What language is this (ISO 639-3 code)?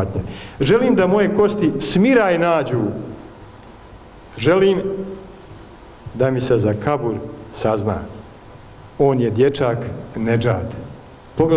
bos